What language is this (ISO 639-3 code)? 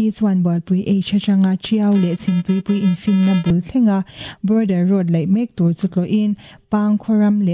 lus